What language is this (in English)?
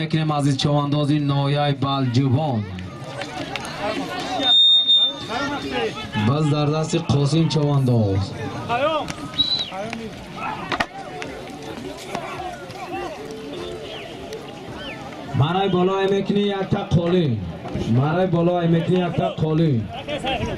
Tajik